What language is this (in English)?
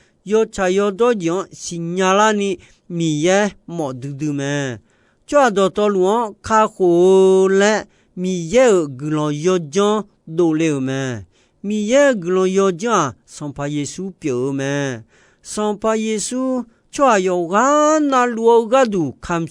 Akha